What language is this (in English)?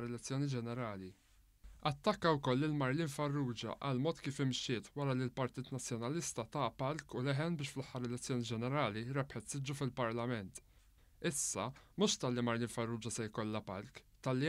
Maltese